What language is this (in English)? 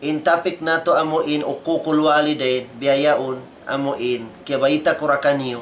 Tausug